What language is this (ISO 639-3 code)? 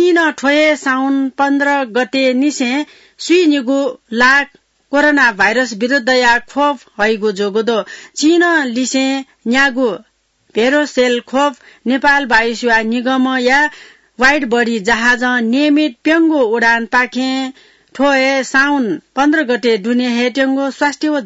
new